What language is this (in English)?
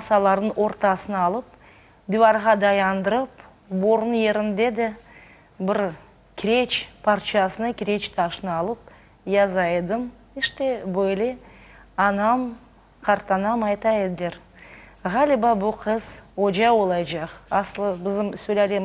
Crimean Tatar